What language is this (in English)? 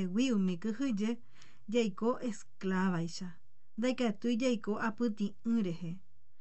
Guarani